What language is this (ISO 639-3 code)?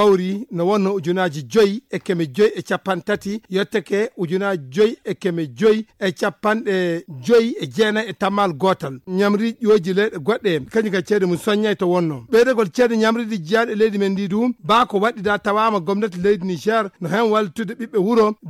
ful